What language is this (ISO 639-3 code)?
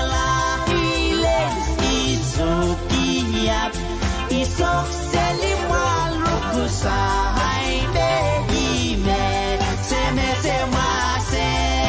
pon